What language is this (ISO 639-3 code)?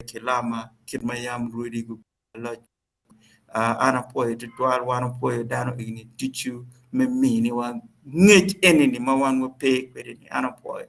ach